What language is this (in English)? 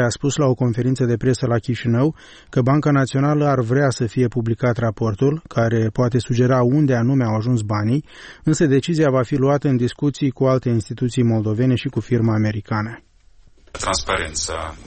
Romanian